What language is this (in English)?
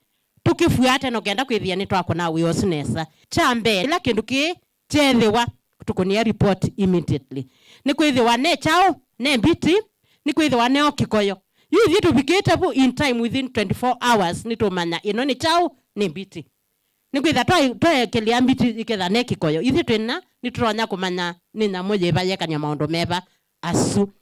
Kamba